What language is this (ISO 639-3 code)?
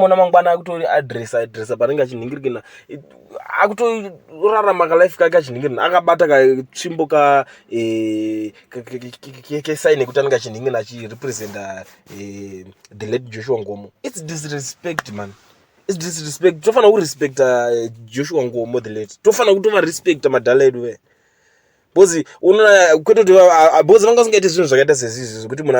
sna